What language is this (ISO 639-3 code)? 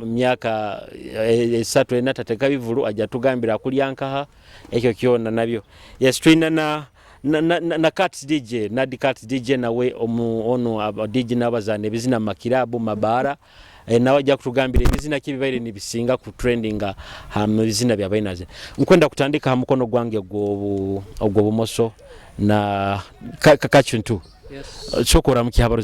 nyo